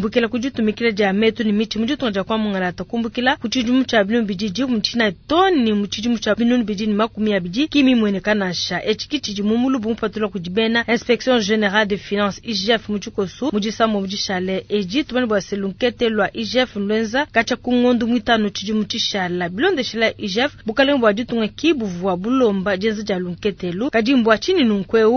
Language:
Luba-Lulua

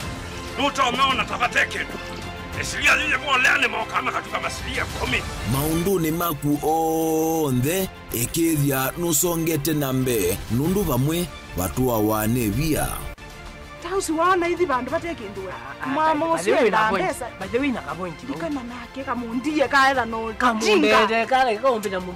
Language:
Kamba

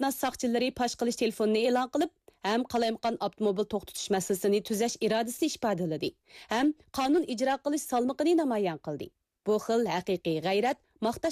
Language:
Uyghur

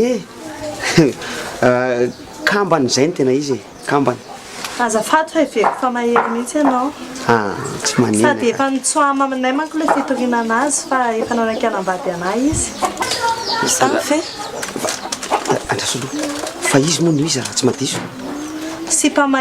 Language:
Malagasy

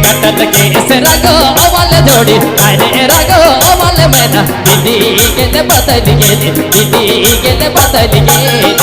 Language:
Sadri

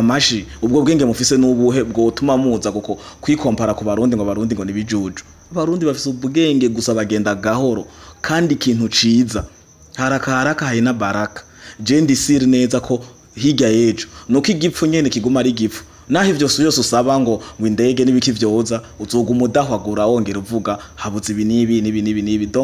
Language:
Rundi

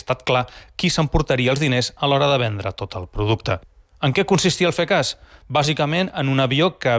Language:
Catalan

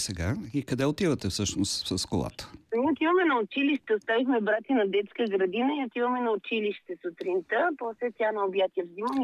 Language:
Bulgarian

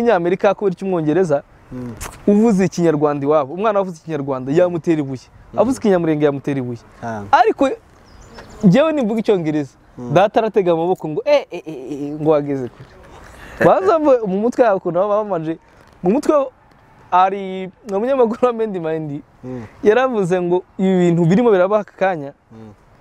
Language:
Kinyarwanda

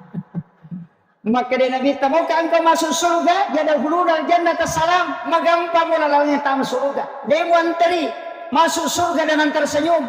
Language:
Buginese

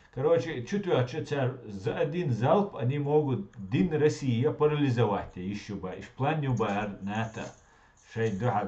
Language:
Chechen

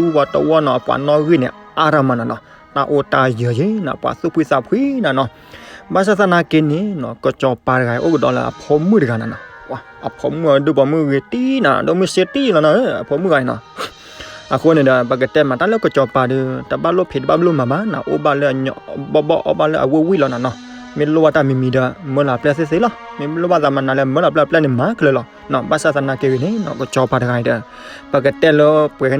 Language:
S'gaw Karen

